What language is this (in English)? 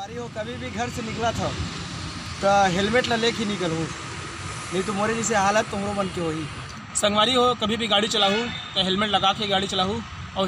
Chhattisgarhi